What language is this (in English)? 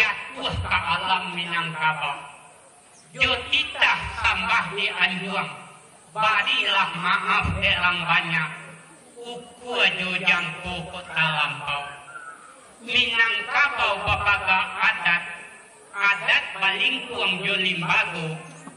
Minangkabau